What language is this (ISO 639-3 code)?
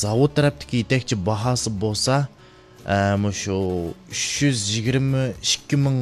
uig